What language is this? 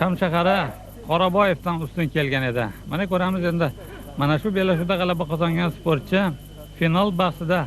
Uzbek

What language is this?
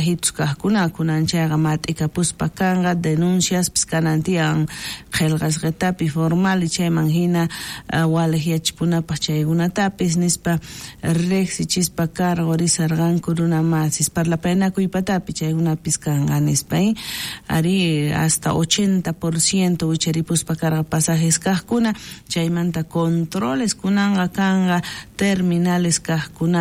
South Bolivian Quechua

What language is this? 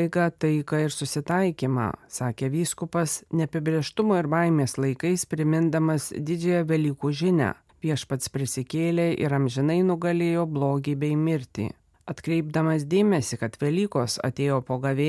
Lithuanian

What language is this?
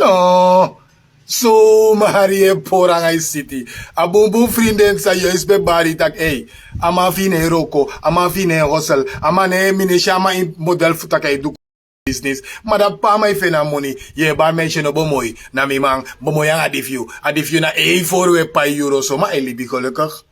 Sranan Tongo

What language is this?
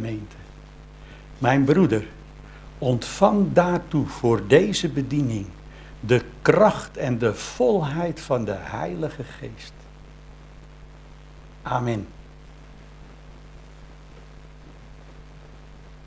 Dutch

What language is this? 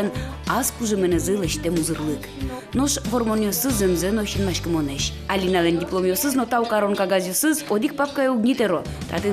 Udmurt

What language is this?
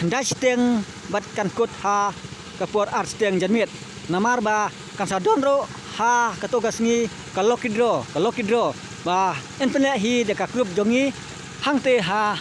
Khasi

